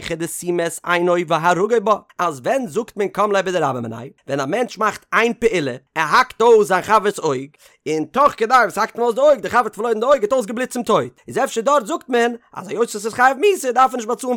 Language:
Yiddish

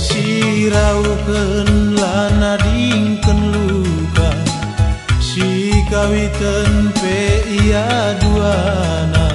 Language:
Batak Karo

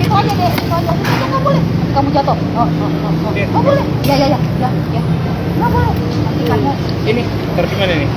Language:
Manado Malay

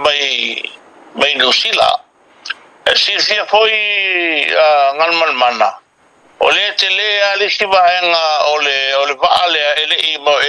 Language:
Samoan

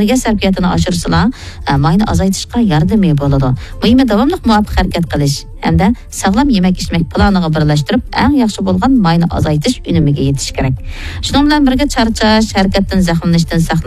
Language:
Uyghur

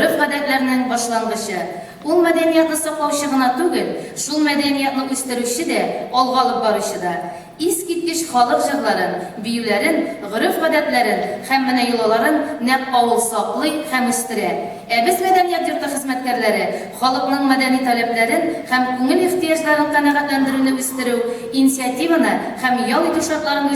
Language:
Tatar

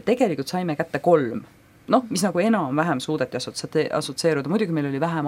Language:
Estonian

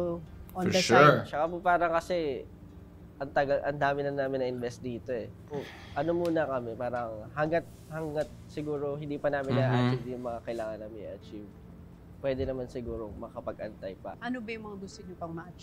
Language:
Filipino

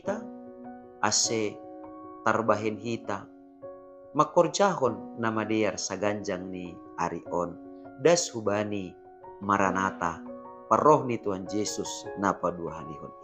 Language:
Batak Simalungun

